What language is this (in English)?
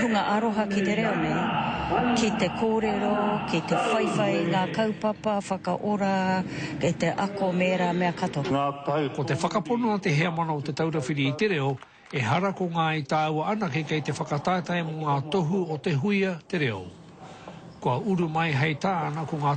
Māori